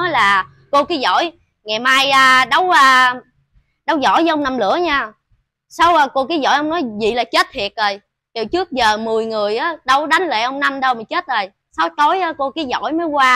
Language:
Vietnamese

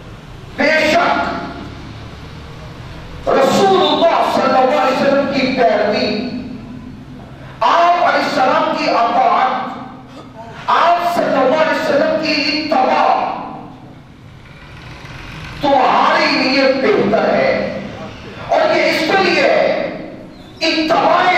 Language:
Urdu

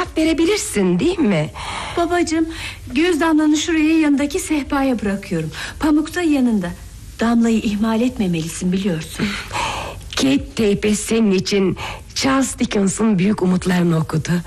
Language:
Turkish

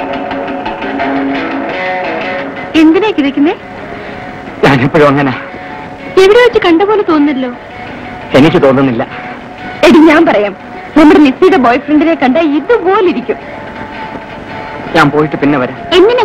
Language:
Malayalam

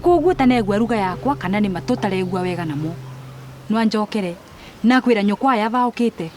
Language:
Kikuyu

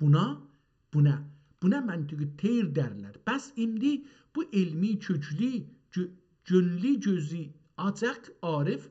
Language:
South Azerbaijani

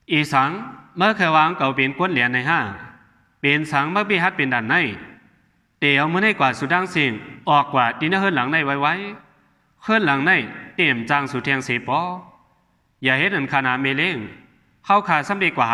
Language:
Shan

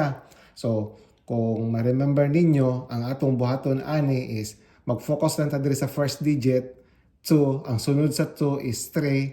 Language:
Cebuano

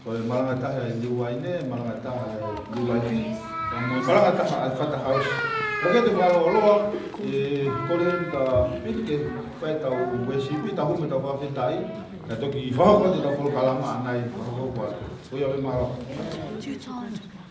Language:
Tongan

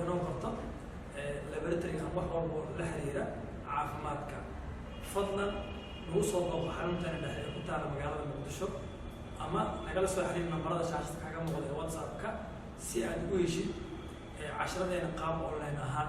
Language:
Somali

